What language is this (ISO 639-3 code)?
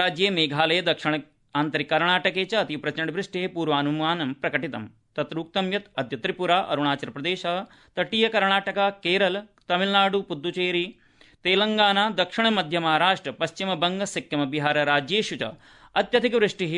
san